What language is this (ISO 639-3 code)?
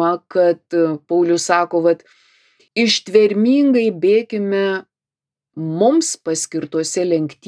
lit